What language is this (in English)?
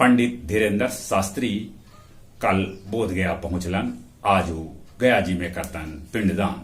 Magahi